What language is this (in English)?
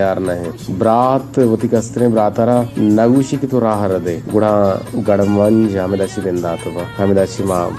Baluchi